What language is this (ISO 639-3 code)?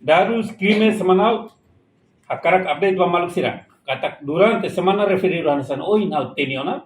tet